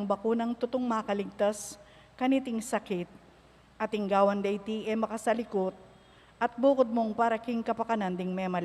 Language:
Pampanga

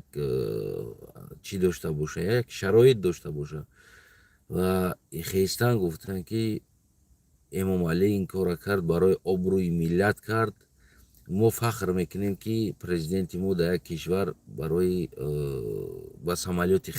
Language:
Tajik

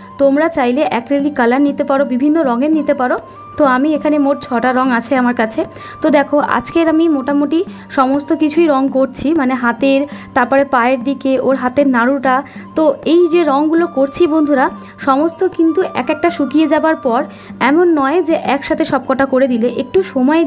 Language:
Bangla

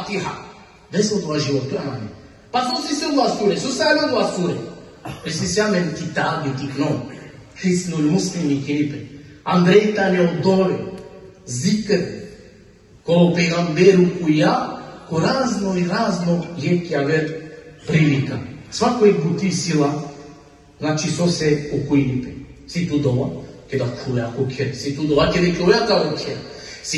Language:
Balkan Romani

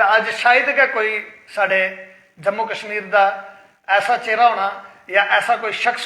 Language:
Dogri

